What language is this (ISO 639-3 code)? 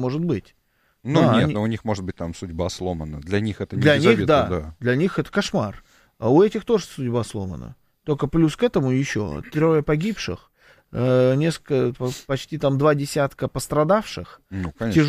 rus